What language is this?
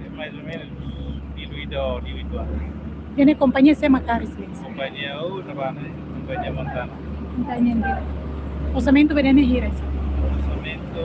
Tetum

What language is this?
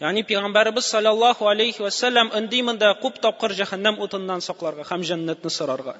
Tatar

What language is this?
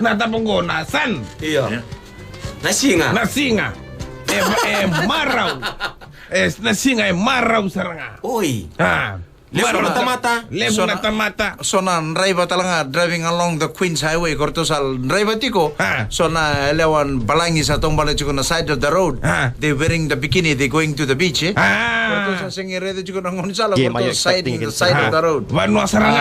Fijian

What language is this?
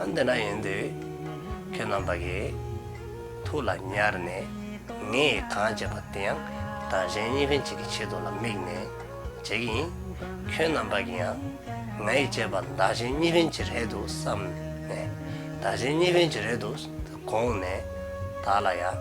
Tibetan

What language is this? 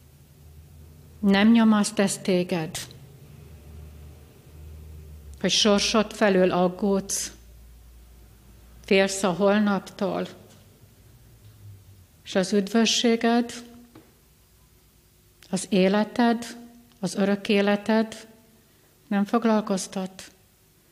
Hungarian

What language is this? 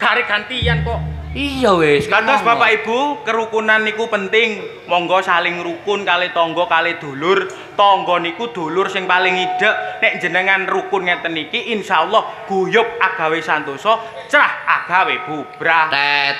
Javanese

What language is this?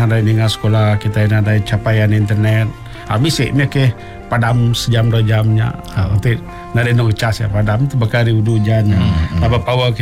Malay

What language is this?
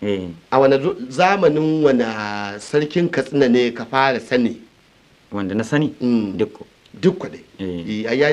Hausa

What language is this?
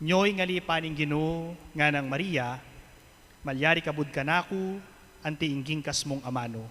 Pampanga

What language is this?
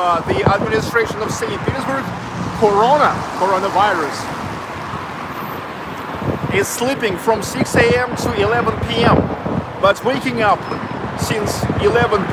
English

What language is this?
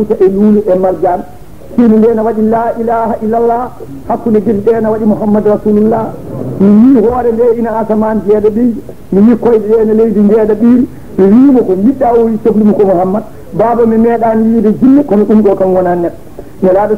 Fula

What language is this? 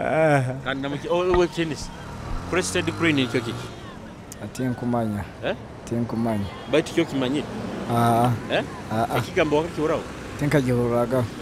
Nyoro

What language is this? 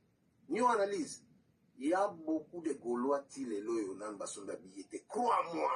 Lingala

